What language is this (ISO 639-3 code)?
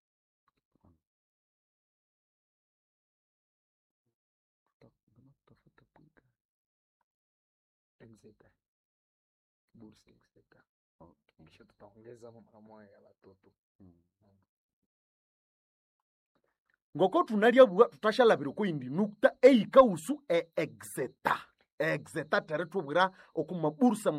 swa